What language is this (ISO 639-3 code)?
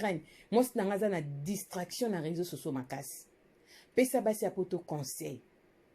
lin